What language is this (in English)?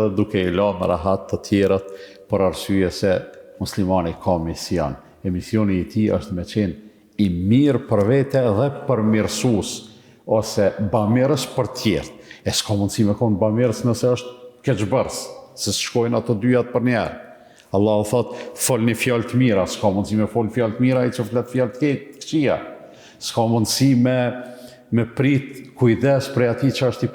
Albanian